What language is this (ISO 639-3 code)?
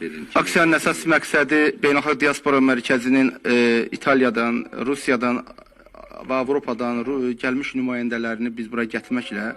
aze